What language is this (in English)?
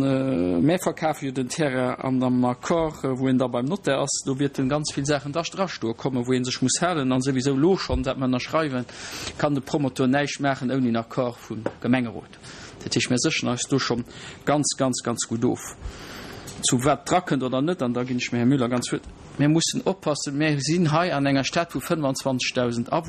Luxembourgish